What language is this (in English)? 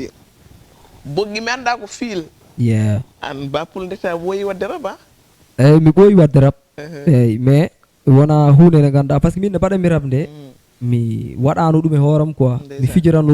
Fula